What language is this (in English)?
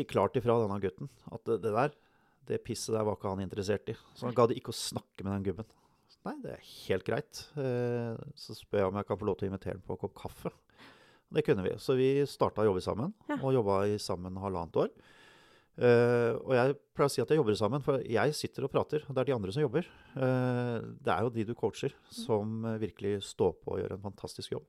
Norwegian